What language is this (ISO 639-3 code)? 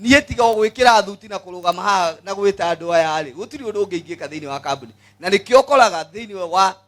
kik